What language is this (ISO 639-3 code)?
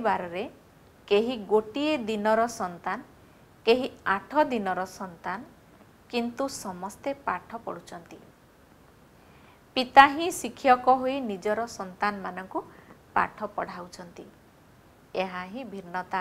ori